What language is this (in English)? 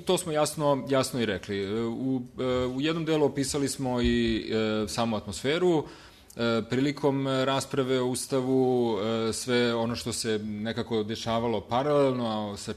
Serbian